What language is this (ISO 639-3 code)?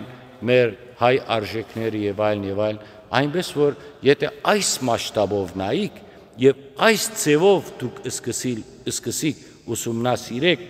hyw